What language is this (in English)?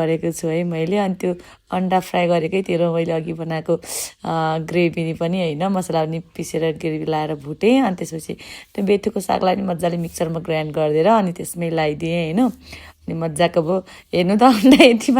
Nepali